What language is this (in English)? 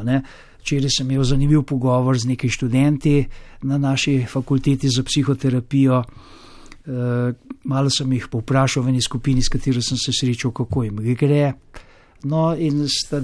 Slovenian